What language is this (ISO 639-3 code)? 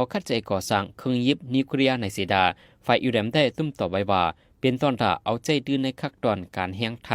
shn